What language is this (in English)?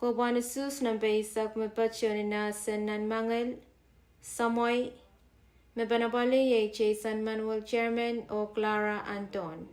Pohnpeian